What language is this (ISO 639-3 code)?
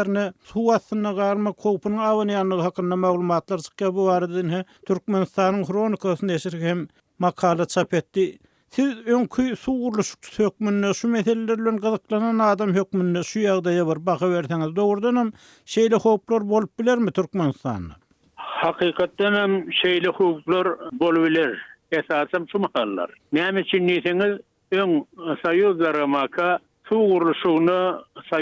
tuk